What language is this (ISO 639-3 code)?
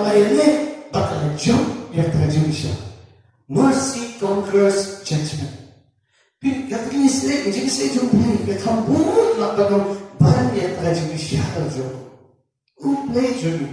kha